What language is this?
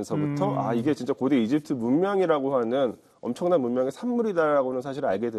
Korean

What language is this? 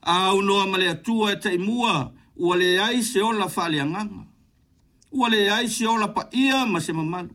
Samoan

